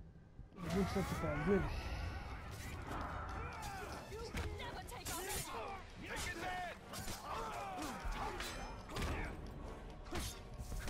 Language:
Polish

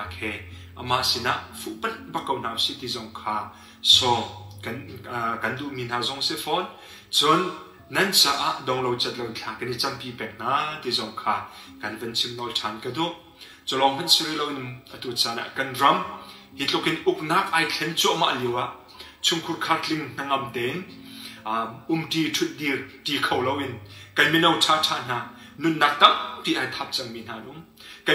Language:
Hakha Chin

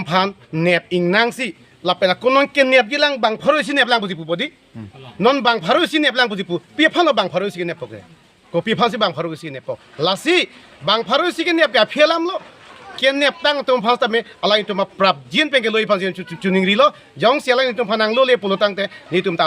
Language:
Karbi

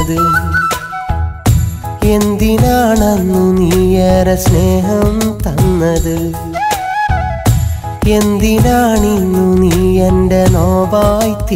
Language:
Malayalam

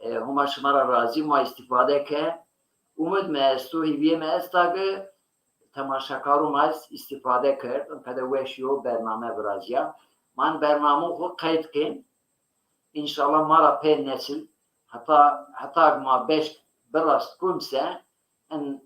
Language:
Zaza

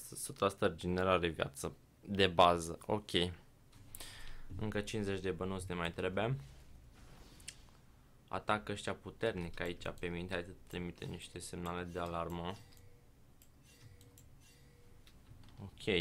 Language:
Romanian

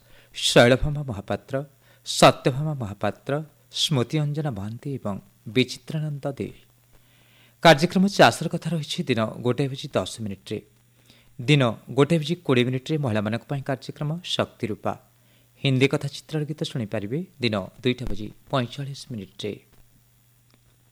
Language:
Odia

